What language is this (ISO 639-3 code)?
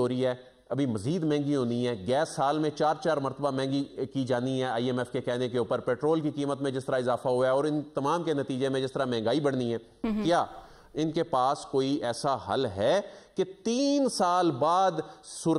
urd